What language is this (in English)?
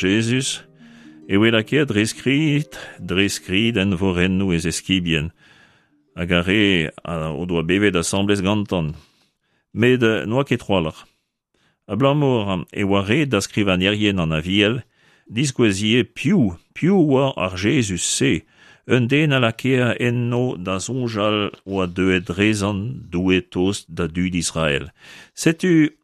Breton